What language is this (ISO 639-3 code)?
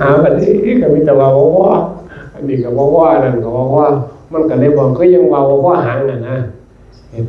tts